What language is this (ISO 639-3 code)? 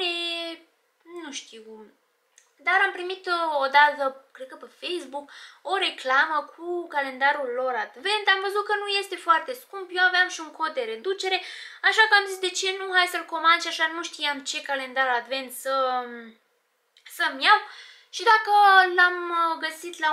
ron